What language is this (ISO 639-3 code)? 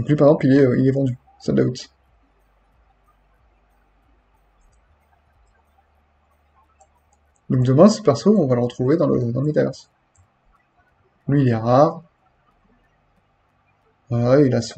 fra